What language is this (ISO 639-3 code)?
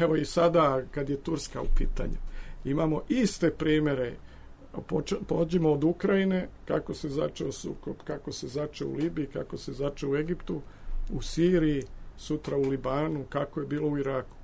srp